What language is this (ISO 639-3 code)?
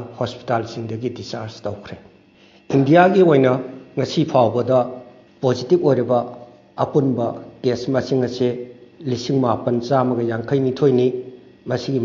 mni